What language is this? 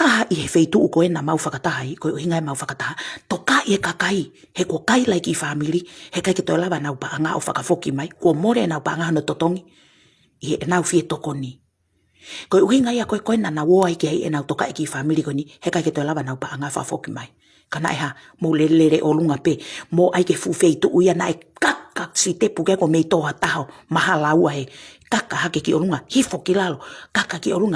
Tongan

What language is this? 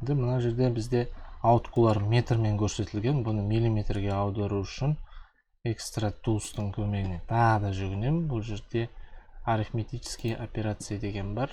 Kazakh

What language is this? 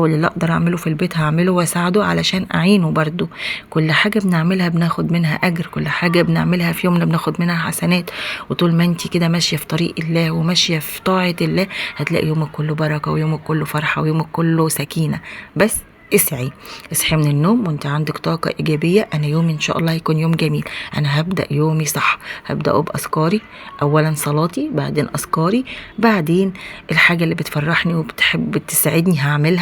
Egyptian Arabic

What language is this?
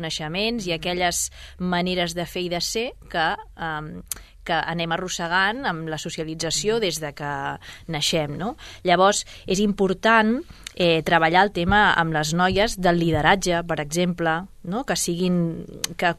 Catalan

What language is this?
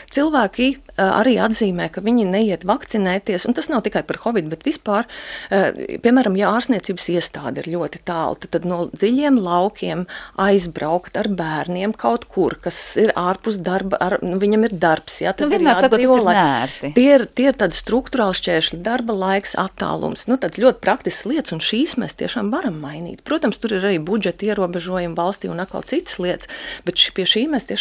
Latvian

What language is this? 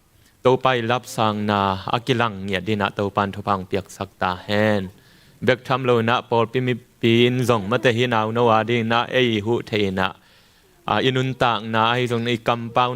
Tedim Chin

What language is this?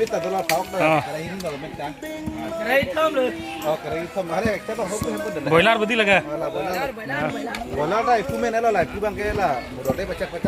Karbi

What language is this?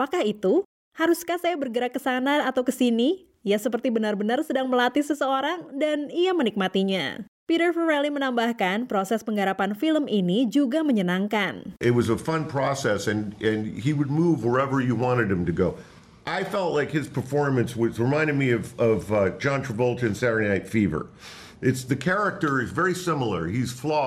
Indonesian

